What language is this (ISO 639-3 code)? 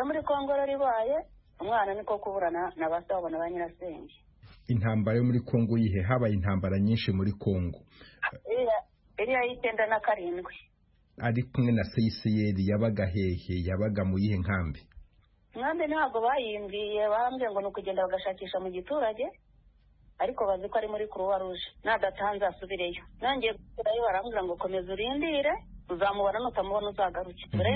kin